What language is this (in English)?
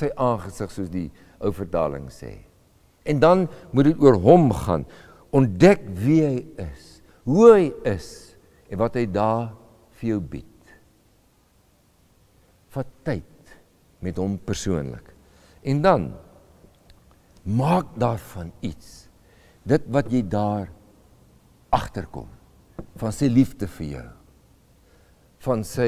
Afrikaans